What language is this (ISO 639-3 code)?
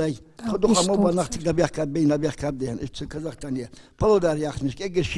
inh